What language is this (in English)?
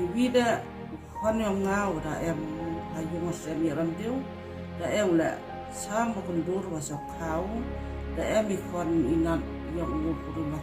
Khasi